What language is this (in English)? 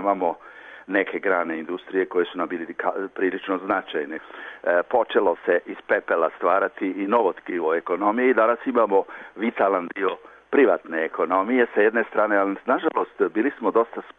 Serbian